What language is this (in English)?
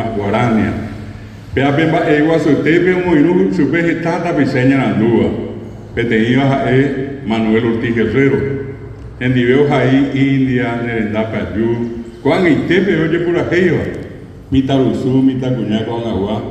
Guarani